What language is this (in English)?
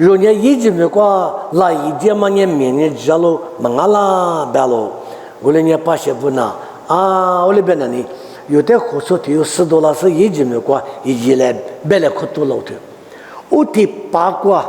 Lisu